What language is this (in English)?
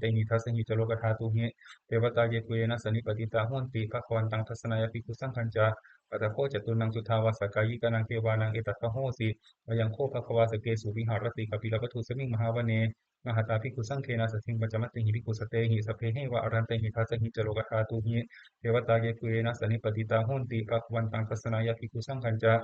Pali